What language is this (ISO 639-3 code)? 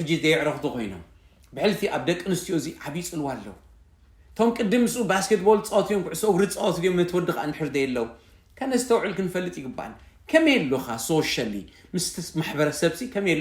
tir